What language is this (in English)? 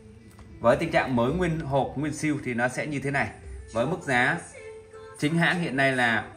Vietnamese